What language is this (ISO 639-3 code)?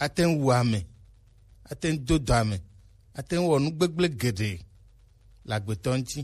gej